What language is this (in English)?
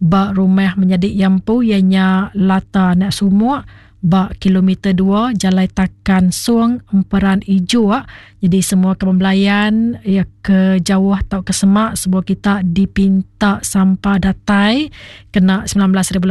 Iban